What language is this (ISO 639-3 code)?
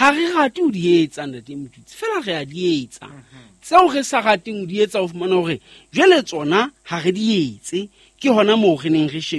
sot